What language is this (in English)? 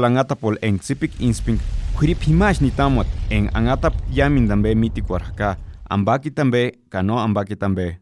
Purepecha